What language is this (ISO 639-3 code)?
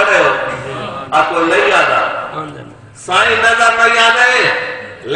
skr